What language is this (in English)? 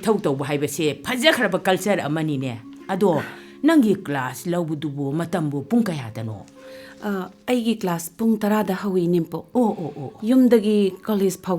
Manipuri